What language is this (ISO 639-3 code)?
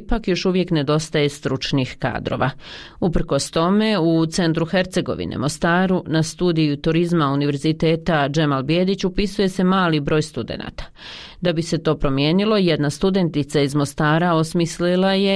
bos